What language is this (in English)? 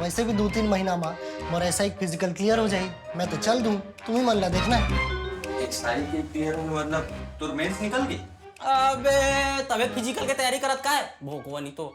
Chhattisgarhi